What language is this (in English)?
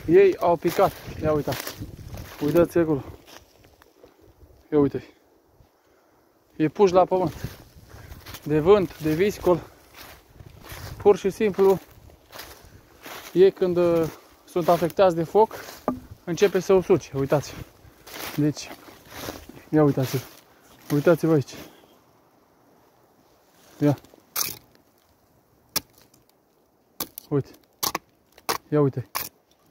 Romanian